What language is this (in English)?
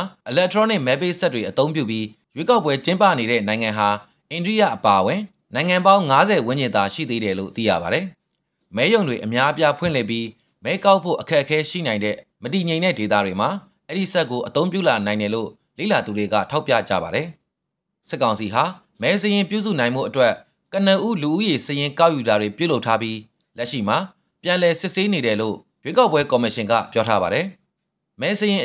Burmese